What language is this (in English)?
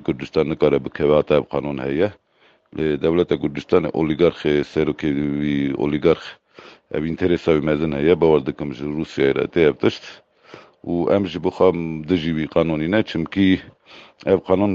Kurdish